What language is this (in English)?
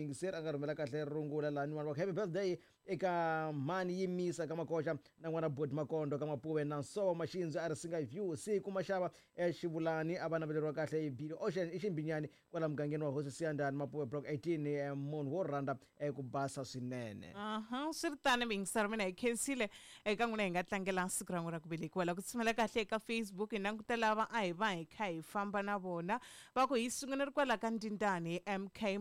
Tsonga